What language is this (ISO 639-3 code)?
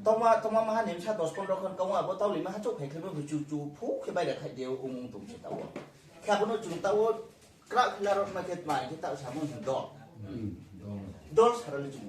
ria